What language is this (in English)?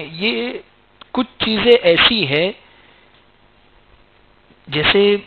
Urdu